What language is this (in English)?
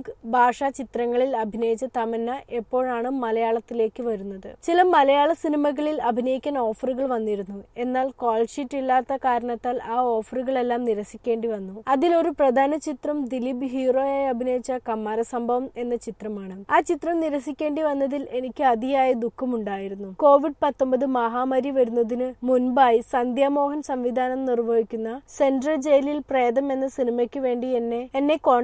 Malayalam